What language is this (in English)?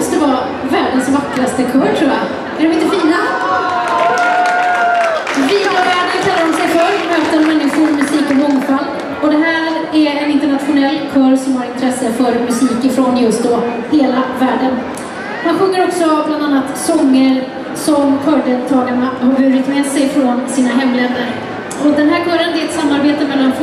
Swedish